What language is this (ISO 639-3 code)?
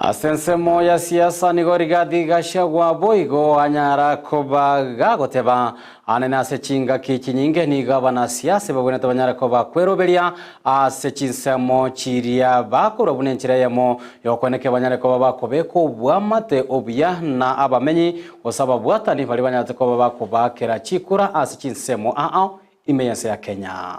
guz